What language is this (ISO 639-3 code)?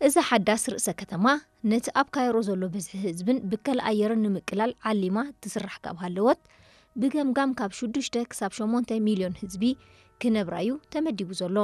tir